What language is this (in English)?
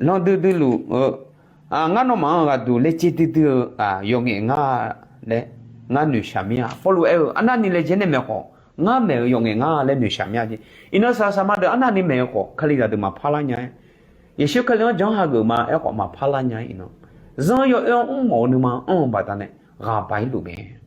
Akha